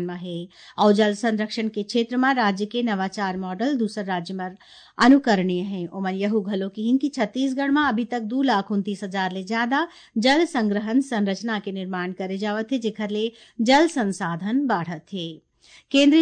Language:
Chhattisgarhi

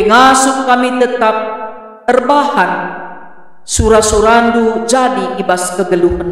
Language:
Batak Karo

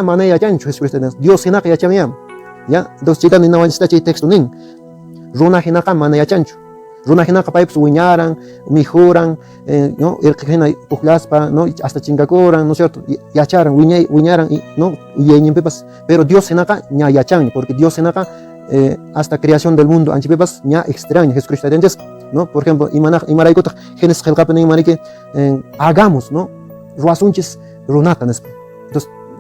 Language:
Quechua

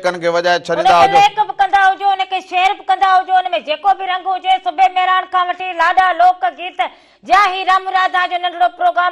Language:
Sindhi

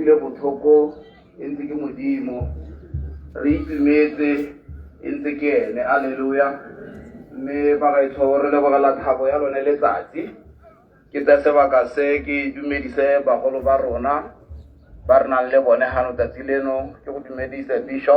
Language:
Tswana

